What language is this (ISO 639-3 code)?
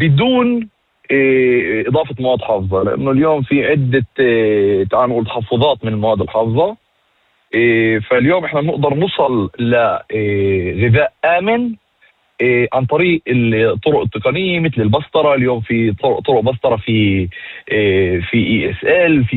apc